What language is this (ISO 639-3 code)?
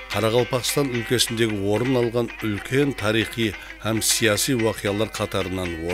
kaa